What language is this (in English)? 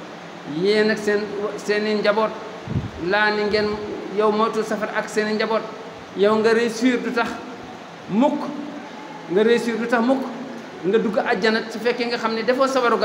Wolof